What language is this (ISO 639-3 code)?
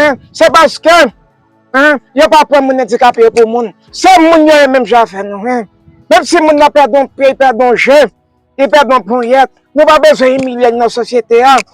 hat